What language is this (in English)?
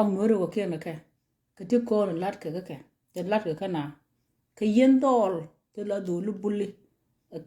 Nuer